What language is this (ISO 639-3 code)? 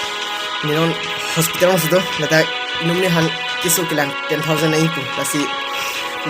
mjw